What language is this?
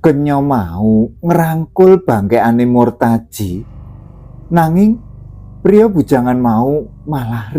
Javanese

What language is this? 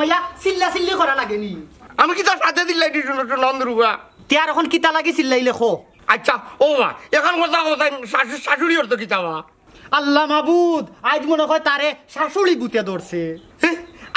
Sylheti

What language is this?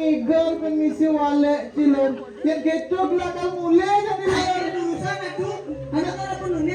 Balinese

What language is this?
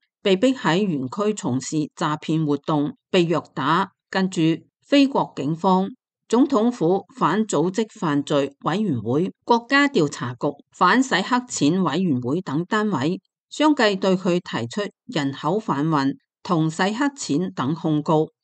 Cantonese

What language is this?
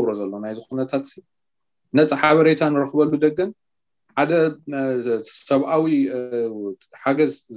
Tigrinya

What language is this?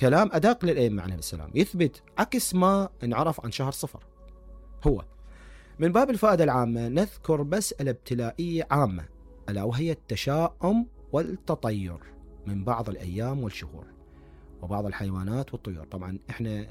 Mesopotamian Arabic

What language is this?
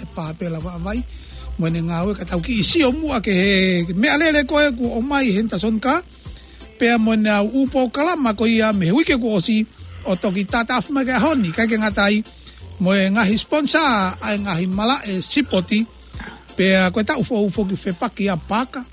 Tongan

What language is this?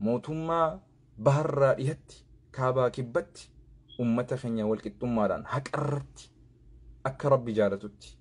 Oromo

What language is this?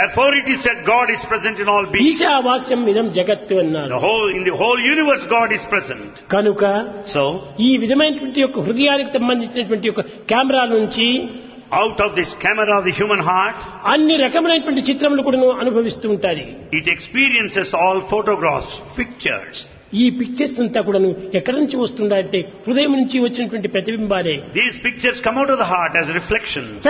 Telugu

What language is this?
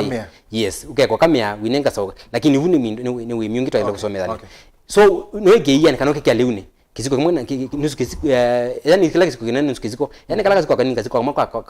Kamba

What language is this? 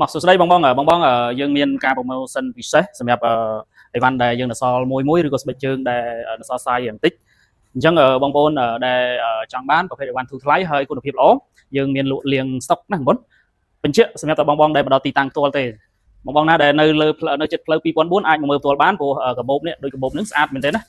Khmer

